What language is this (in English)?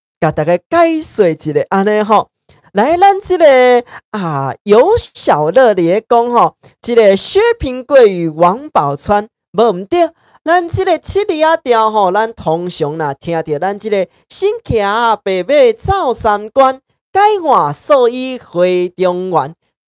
Min Nan Chinese